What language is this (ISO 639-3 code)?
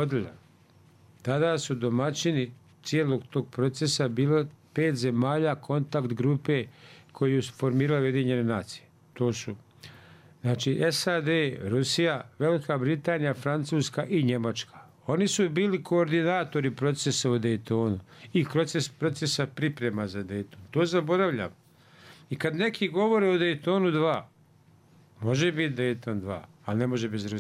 bos